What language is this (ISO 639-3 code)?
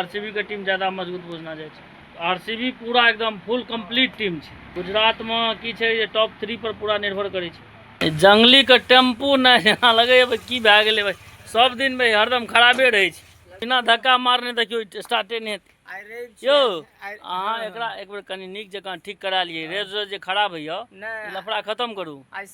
mai